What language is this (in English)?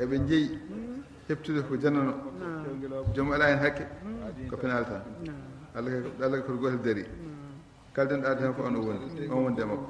Fula